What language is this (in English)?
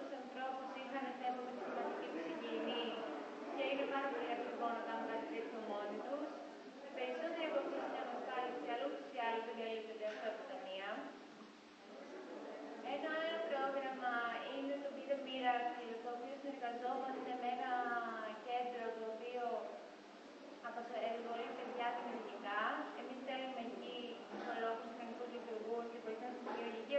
Greek